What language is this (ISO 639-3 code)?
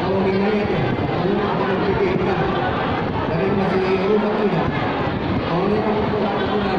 bbc